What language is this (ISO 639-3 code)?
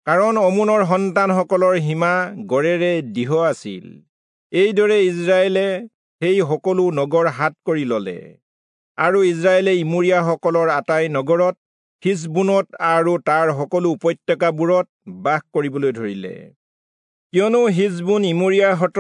asm